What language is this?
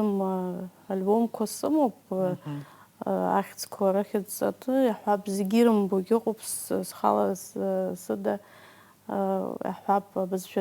Abkhazian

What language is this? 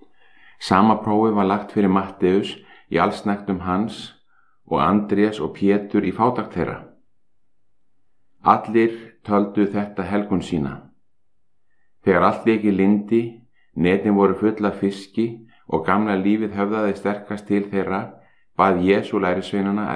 Icelandic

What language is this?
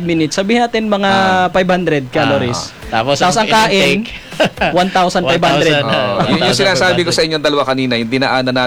Filipino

